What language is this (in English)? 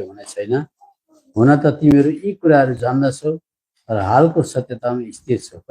Nepali